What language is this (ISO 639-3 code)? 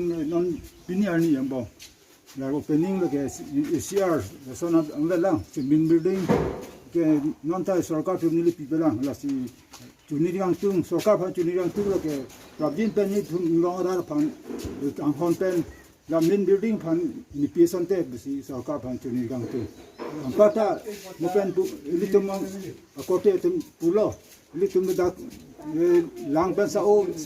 mjw